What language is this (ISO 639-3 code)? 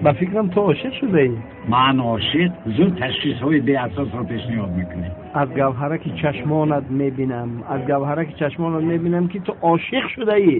tgk